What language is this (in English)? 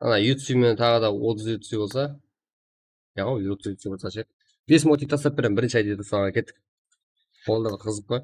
Kara-Kalpak